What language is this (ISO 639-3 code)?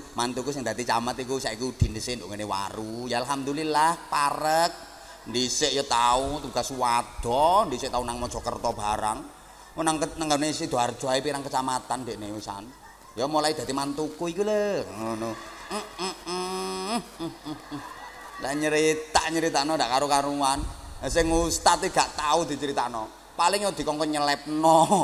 jav